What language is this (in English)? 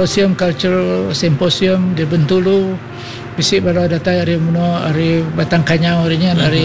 Iban